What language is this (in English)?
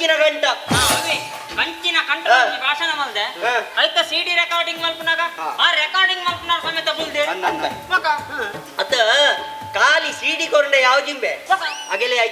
Tulu